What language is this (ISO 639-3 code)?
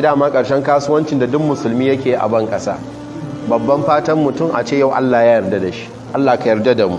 hau